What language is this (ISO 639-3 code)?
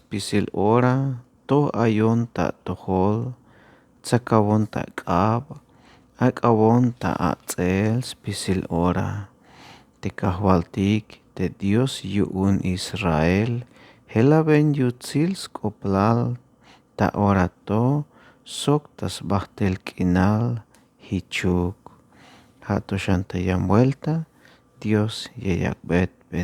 tzh